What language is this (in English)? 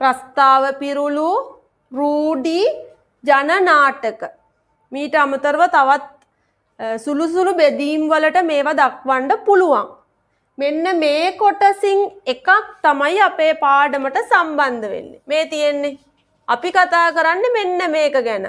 Sinhala